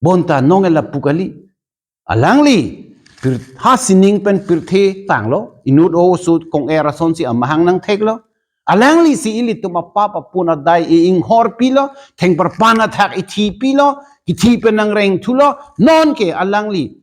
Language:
Karbi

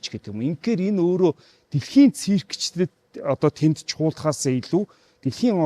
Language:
Mongolian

